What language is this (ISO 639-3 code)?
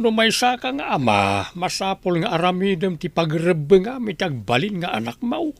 ilo